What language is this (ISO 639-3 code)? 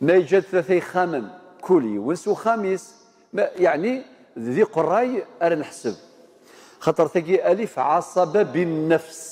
kab